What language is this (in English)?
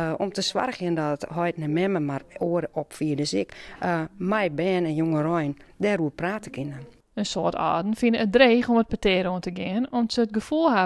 Western Frisian